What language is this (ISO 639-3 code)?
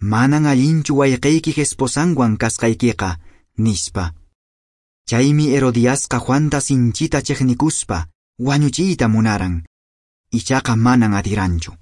que